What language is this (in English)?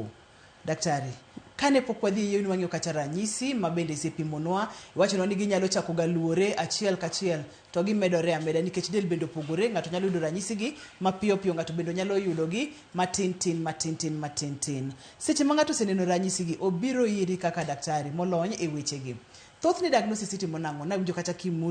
Luo (Kenya and Tanzania)